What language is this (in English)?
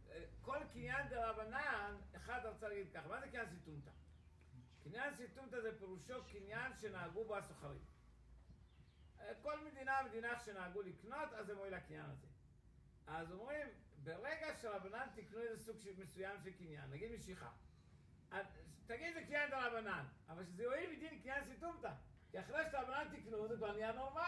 Hebrew